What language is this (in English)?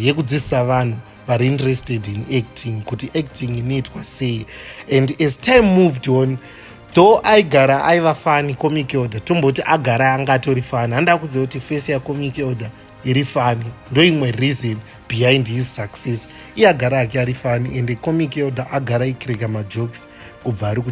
Shona